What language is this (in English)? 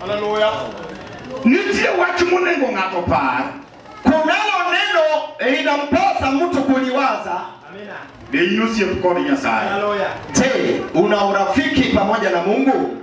Luo (Kenya and Tanzania)